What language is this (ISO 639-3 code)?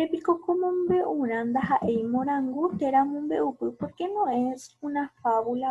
grn